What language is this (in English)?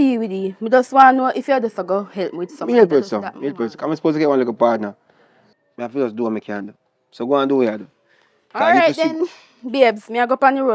Jamaican Creole English